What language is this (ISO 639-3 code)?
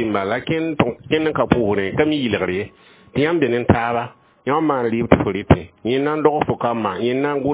mos